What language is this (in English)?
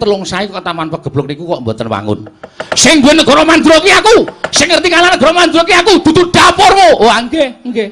Javanese